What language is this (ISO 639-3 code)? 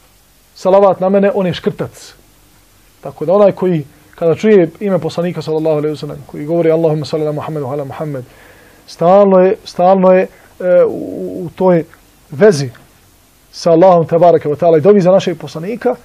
bos